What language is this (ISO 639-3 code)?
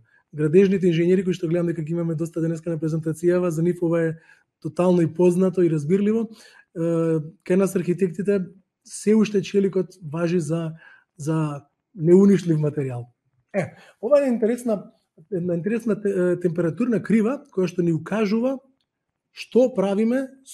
mkd